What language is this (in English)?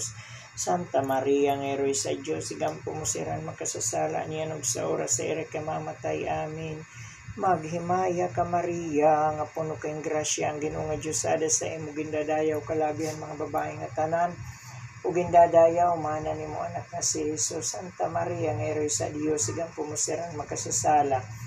Waray